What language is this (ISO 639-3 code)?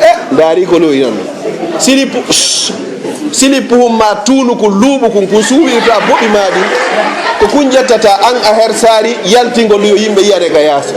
ful